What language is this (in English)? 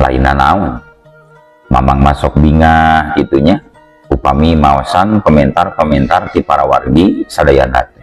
Sundanese